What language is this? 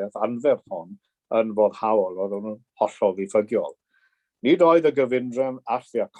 Welsh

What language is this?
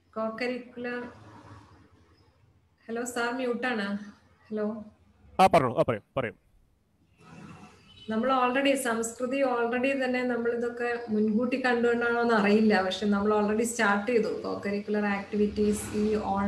Malayalam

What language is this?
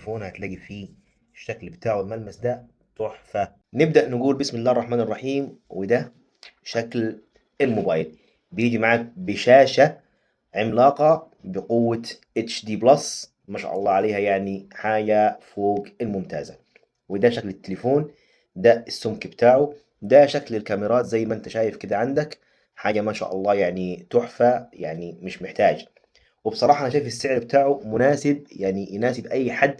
Egyptian Arabic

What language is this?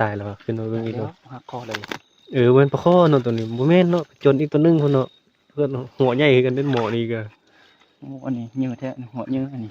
Northeastern Thai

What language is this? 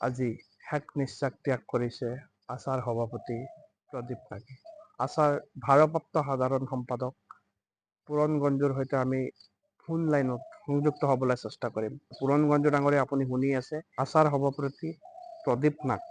Assamese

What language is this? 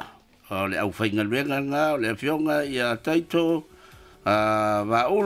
Samoan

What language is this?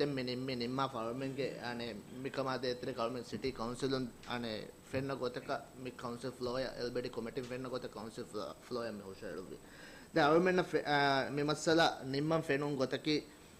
Divehi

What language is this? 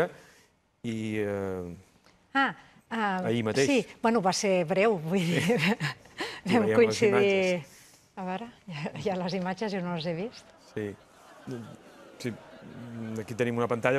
Catalan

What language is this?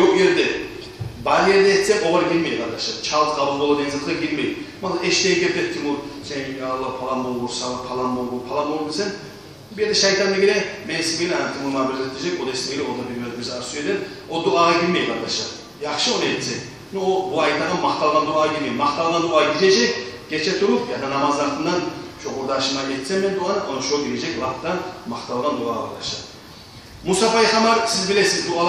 Kumyk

